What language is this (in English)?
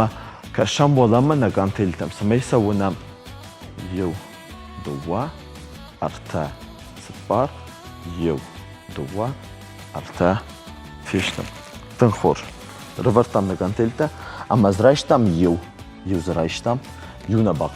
Ossetic